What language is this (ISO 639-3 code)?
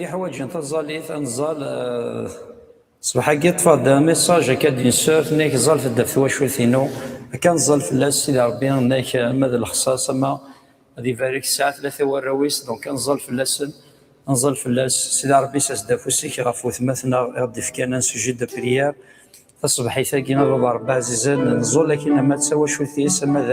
kab